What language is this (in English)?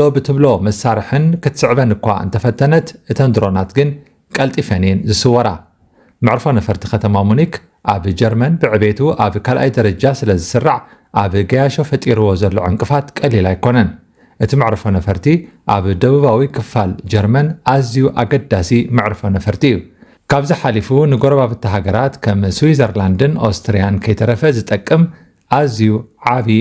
Tigrinya